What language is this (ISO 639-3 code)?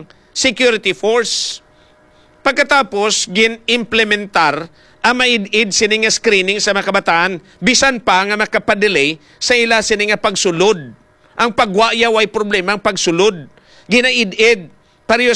hil